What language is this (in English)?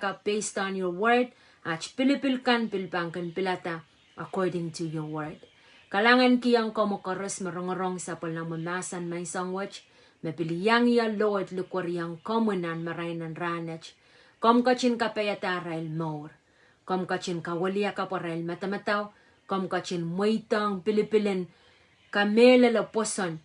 Pohnpeian